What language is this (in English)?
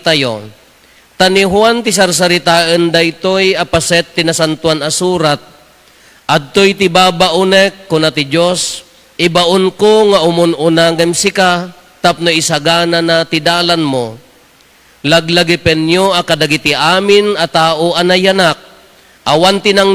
Iloko